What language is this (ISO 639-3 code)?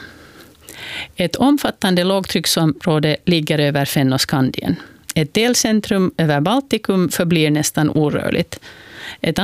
swe